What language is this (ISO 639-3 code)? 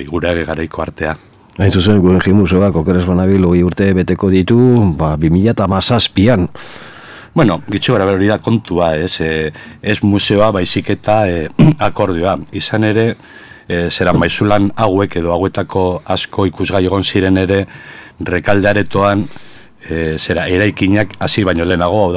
eus